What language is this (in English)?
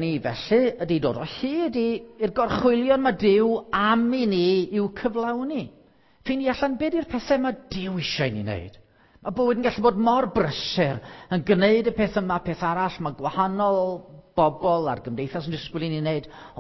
Welsh